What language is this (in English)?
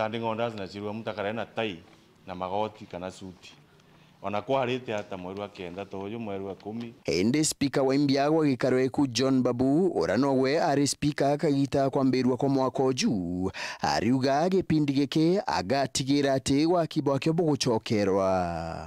Meru